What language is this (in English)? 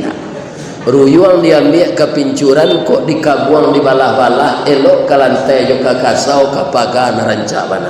Minangkabau